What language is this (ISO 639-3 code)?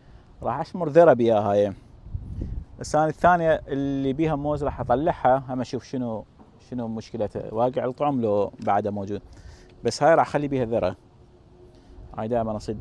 acm